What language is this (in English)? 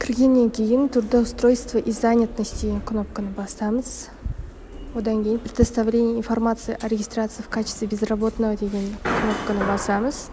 Kazakh